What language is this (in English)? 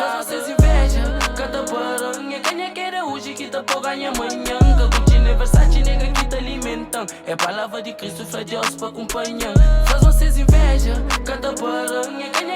Kabuverdianu